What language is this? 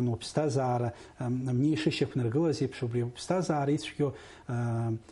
Abkhazian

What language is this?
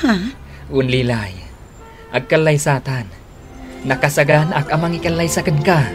Iloko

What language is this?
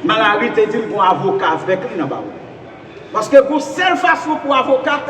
Haitian Creole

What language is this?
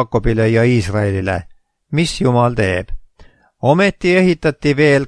Estonian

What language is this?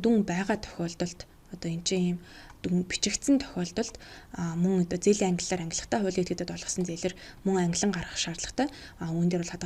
Mongolian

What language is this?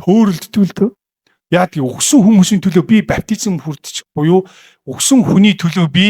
Mongolian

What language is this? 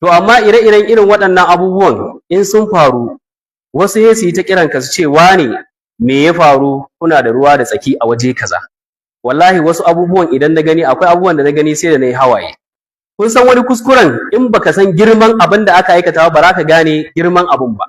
Hausa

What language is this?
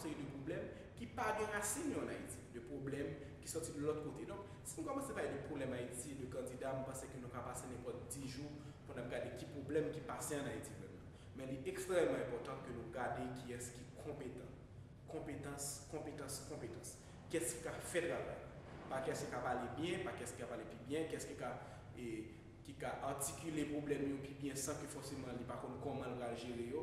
Haitian Creole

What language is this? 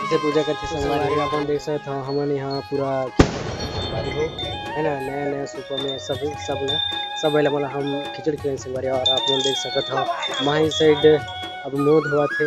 Chhattisgarhi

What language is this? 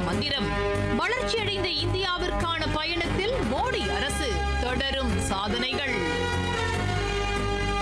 Tamil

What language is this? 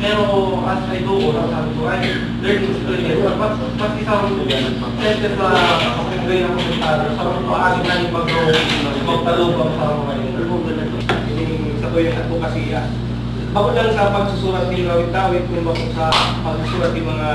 Bikol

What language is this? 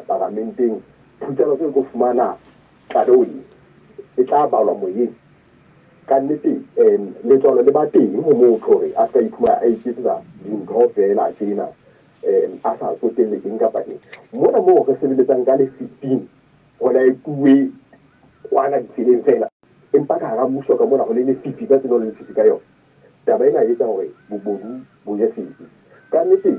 Southern Sotho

